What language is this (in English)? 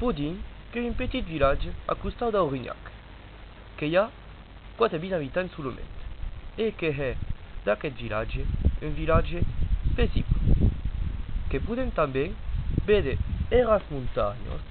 Occitan